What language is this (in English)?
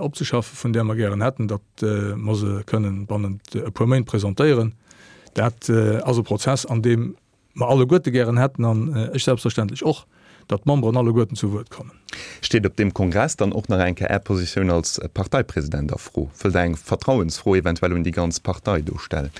Luxembourgish